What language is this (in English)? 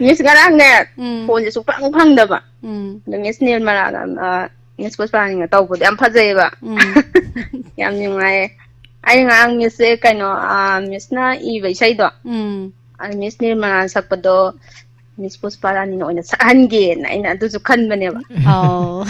Manipuri